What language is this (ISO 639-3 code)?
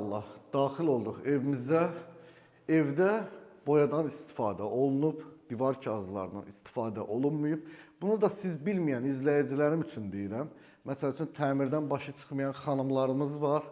aze